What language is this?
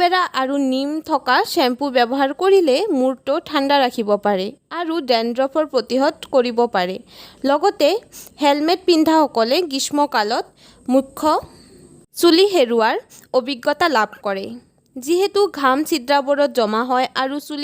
Assamese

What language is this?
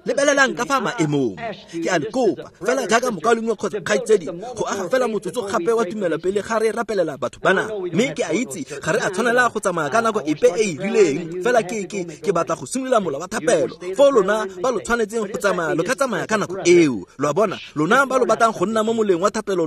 Tswana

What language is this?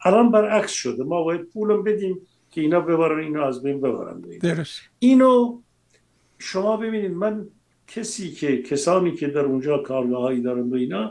Persian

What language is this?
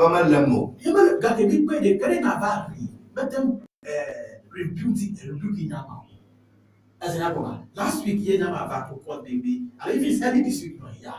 Ewe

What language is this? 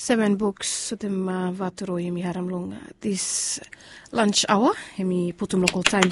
Bislama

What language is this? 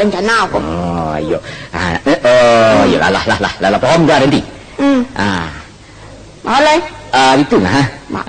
Minangkabau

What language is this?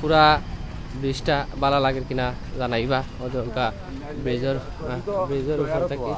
Sylheti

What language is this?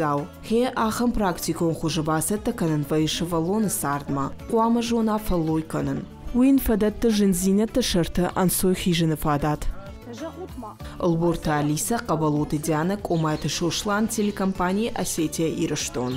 Ossetic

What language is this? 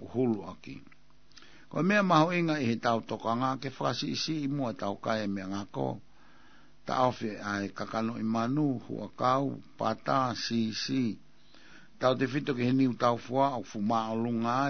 Tongan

